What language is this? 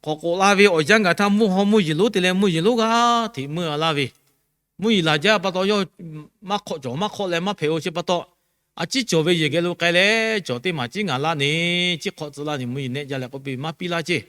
Lahu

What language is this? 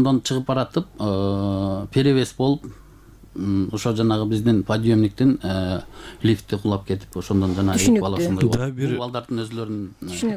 Kyrgyz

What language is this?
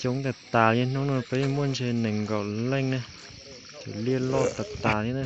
Hmong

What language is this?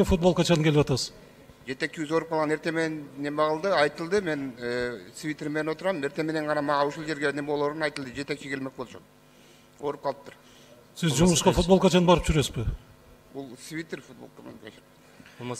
Kyrgyz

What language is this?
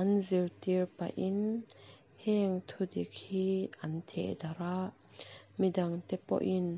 Mizo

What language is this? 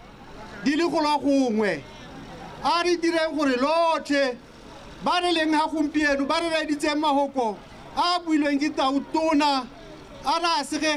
Tswana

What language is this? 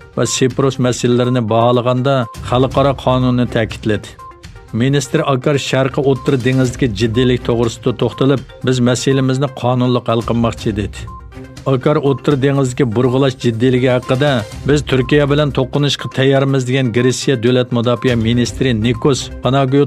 Uyghur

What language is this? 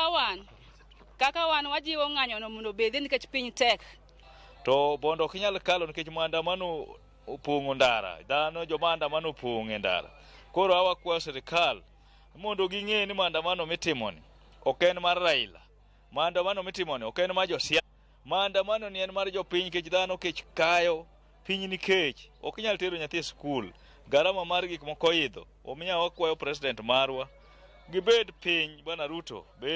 Luo (Kenya and Tanzania)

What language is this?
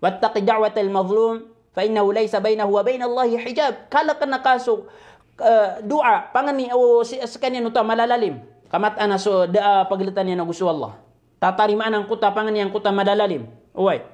Maranao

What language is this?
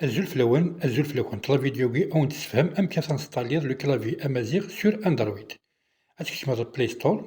Kabyle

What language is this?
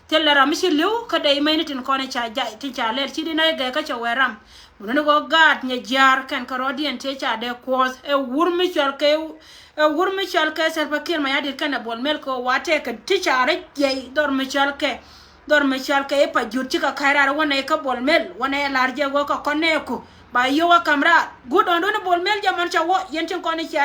Nuer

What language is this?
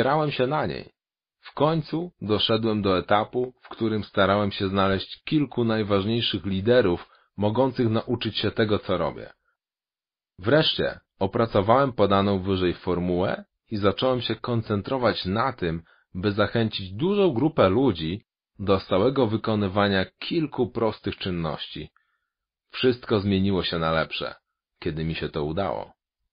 Polish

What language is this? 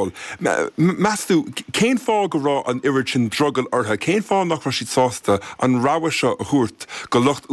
Irish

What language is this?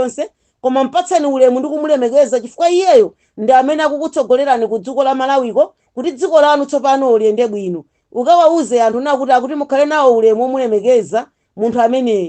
Nyanja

